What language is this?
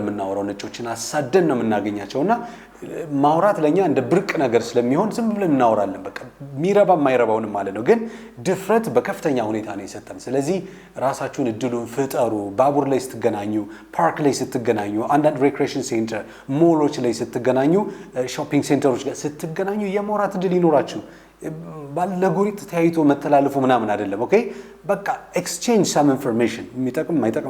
Amharic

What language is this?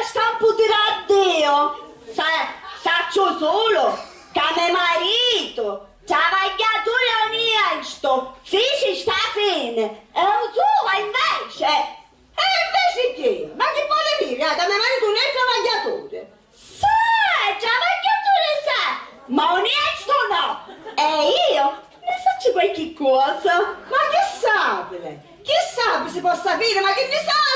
Sicilian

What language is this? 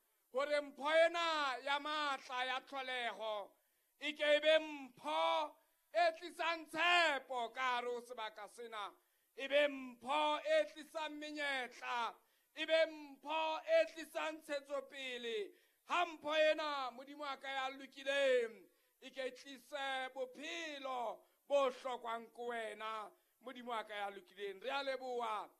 Southern Sotho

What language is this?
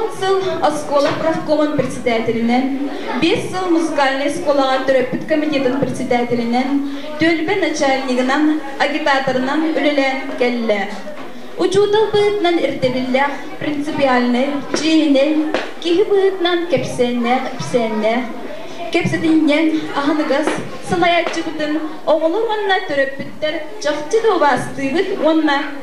Yakut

